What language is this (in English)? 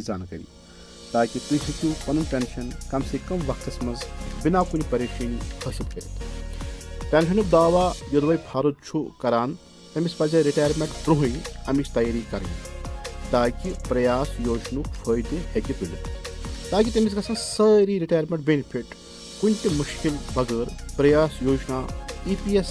Kashmiri